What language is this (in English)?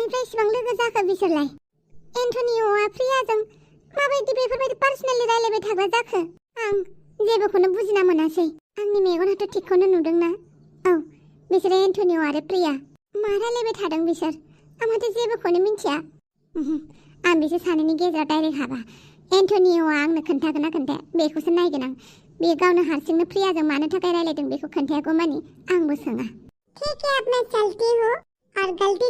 Bodo